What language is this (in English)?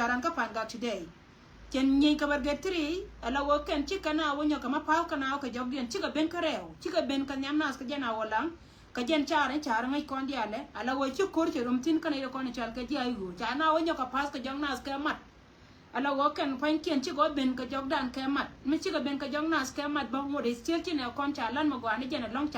Nuer